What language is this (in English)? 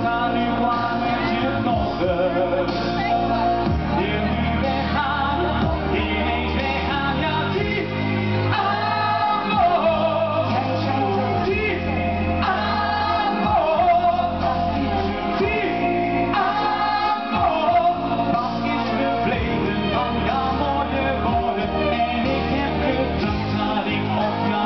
Dutch